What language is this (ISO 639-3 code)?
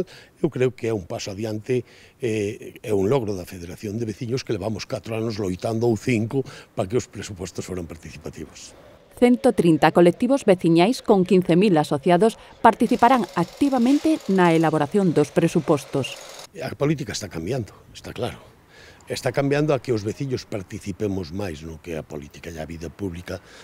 glg